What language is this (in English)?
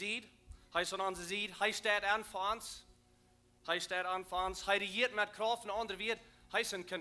Plautdietsch